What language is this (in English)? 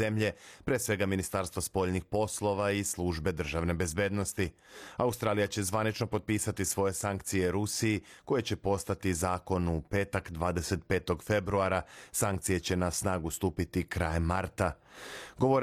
Serbian